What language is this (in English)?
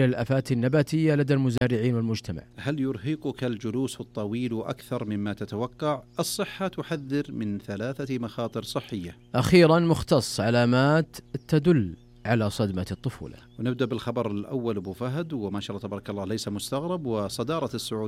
Najdi Arabic